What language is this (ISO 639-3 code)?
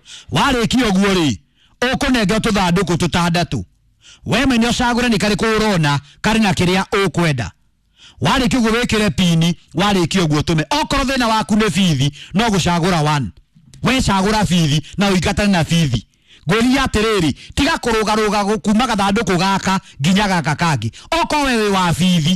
kik